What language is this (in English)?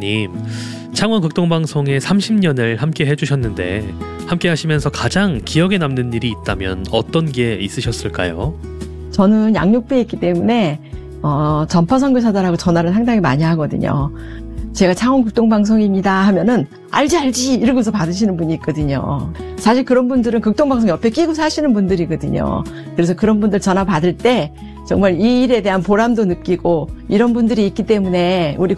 Korean